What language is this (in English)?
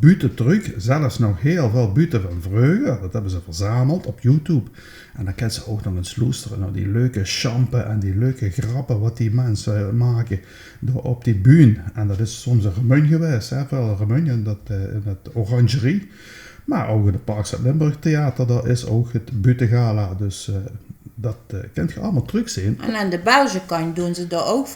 Limburgish